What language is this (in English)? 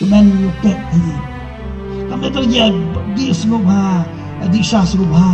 Khasi